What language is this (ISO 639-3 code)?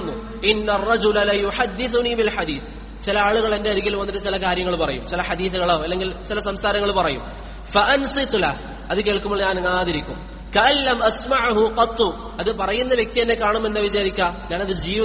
mal